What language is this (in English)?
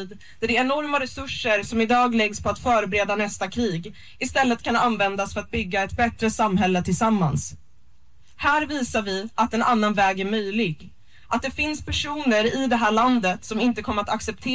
Swedish